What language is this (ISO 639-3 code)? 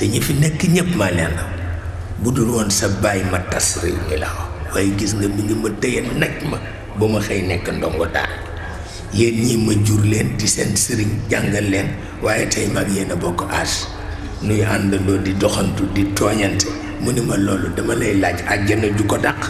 wol